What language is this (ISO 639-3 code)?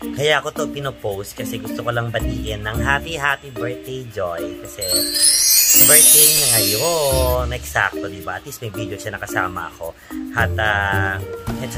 fil